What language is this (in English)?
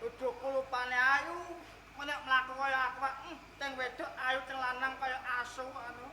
Javanese